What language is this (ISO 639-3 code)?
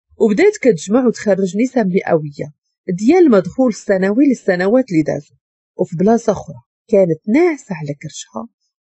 ary